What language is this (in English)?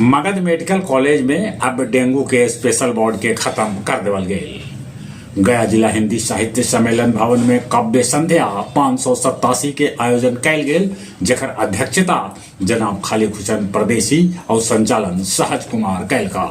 Magahi